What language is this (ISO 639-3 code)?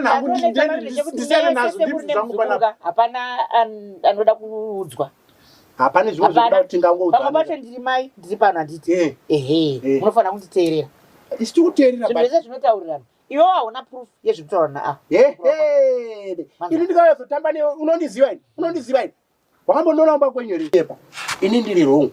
sna